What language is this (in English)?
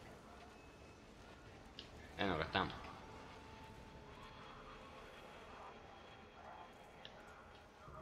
Croatian